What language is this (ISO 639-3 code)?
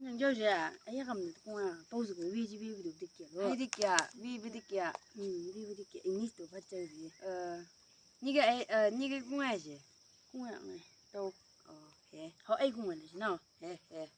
nbc